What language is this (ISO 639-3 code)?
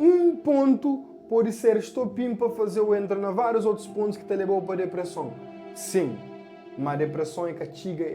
kea